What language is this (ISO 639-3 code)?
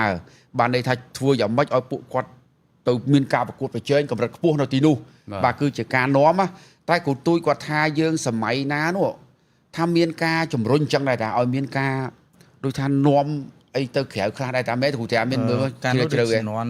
khm